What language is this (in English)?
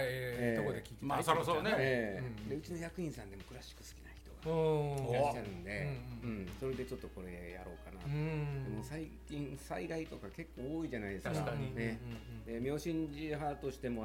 Japanese